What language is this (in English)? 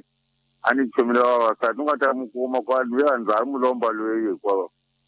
Tsonga